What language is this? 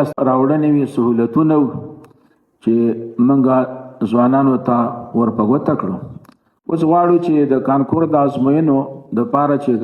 Pashto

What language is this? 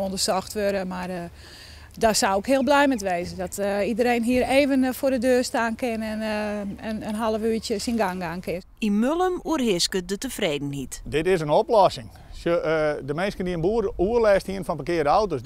Western Frisian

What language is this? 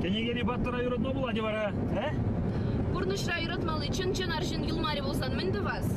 Chuvash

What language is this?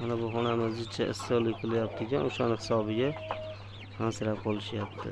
Uzbek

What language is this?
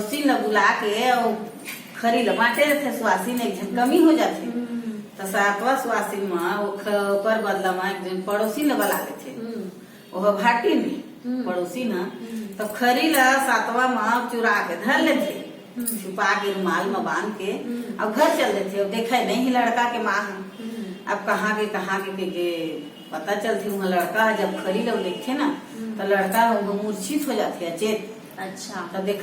Chhattisgarhi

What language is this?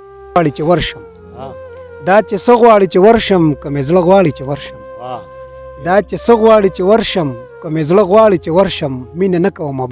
Pashto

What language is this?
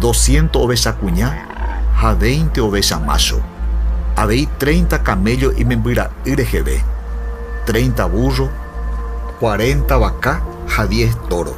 Guarani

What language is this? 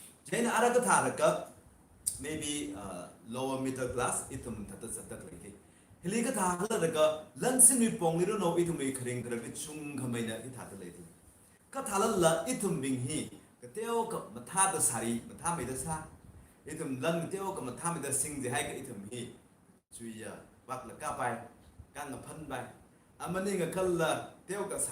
Tangkhul Naga (India)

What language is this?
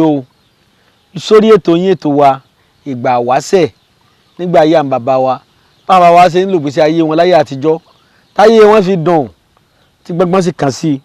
Yoruba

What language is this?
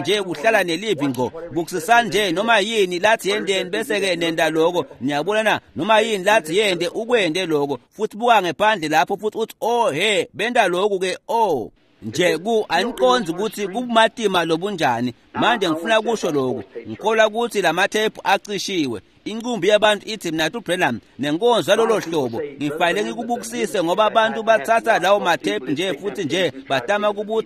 Swati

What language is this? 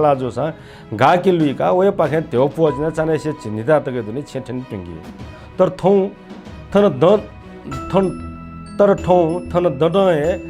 Newari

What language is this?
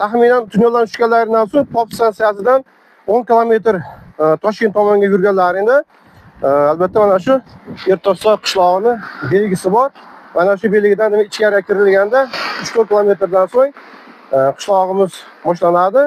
Uzbek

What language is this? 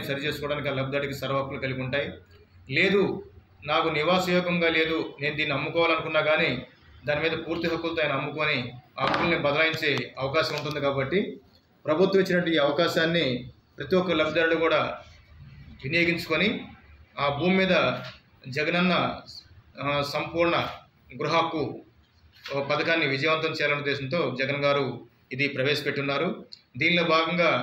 Telugu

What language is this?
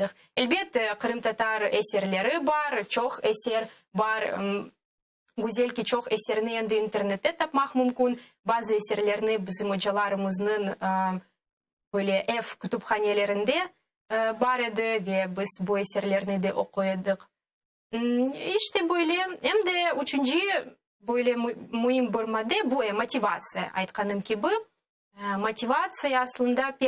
Crimean Tatar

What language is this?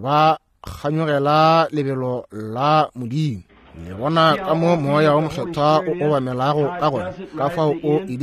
Northern Sotho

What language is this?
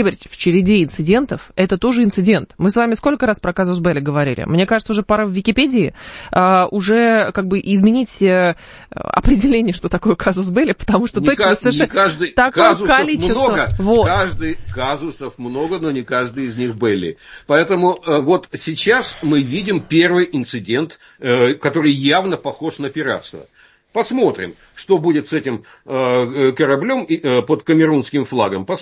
Russian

